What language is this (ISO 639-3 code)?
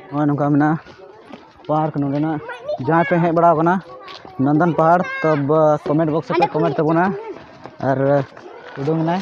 sat